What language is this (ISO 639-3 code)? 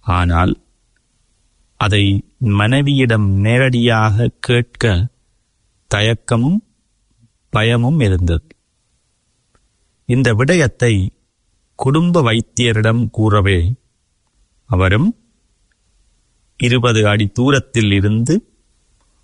tam